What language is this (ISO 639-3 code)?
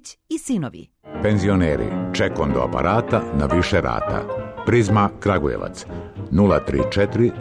srp